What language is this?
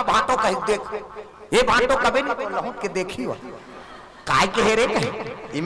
Chhattisgarhi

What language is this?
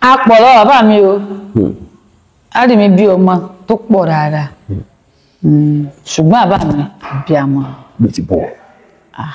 Yoruba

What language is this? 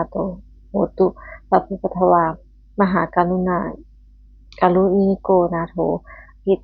Pali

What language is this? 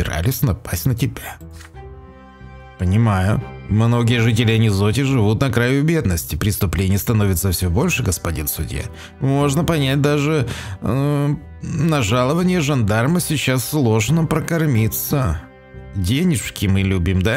Russian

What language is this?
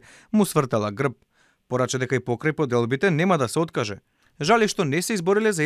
Macedonian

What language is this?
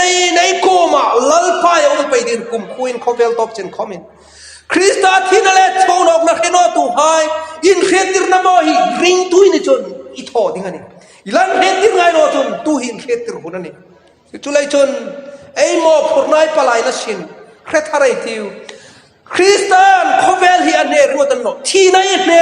Hmar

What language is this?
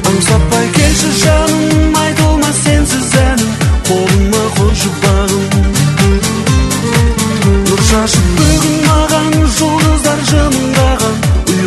Kazakh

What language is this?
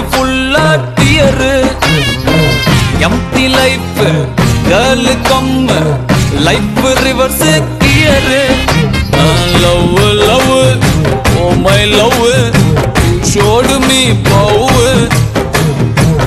Tamil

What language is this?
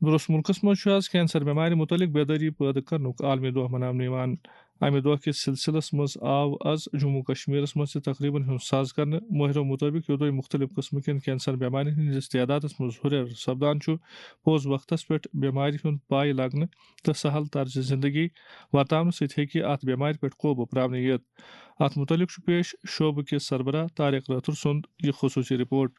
Kashmiri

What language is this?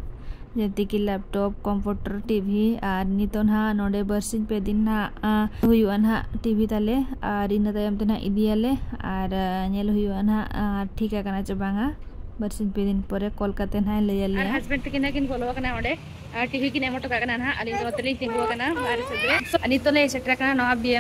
Santali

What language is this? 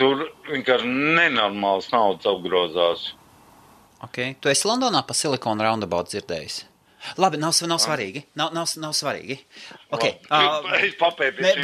Latvian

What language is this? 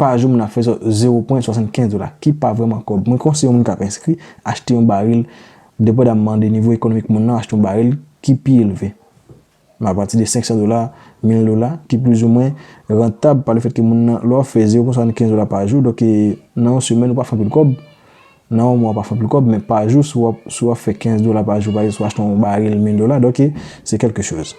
Haitian Creole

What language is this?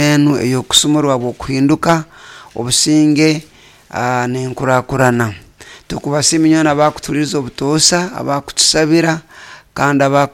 Nyoro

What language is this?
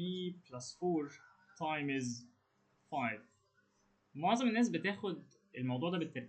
Egyptian Arabic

